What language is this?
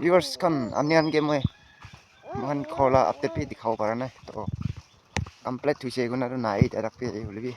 Naga Pidgin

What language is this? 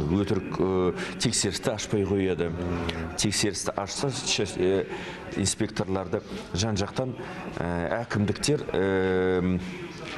Kazakh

